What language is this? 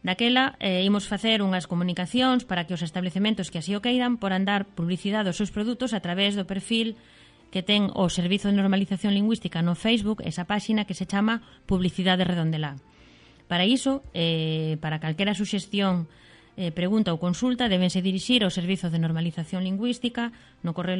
Galician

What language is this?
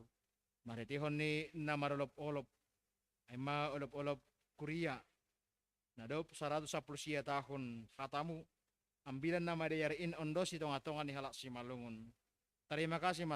Batak Simalungun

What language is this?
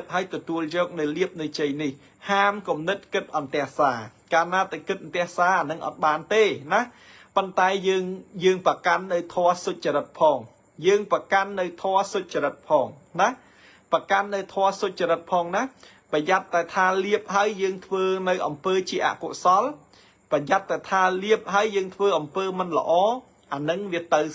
Khmer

